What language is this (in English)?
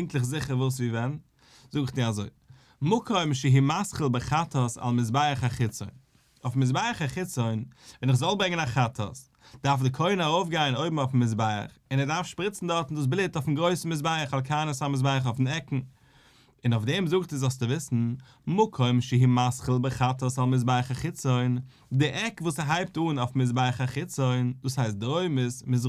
Yiddish